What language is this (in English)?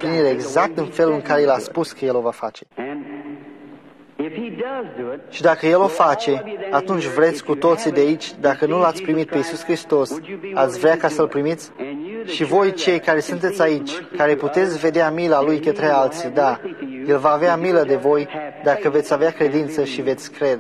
Romanian